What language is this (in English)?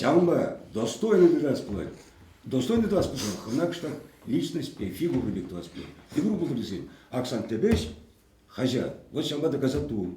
Chuvash